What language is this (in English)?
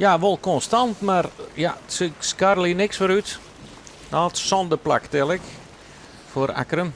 Western Frisian